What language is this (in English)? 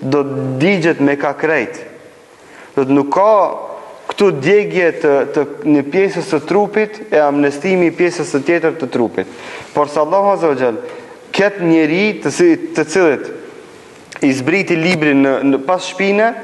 Albanian